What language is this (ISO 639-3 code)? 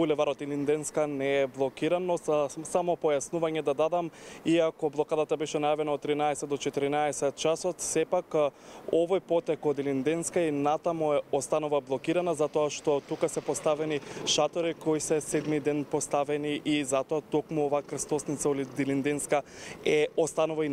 mkd